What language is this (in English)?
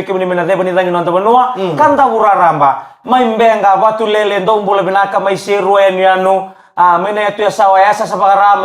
Fijian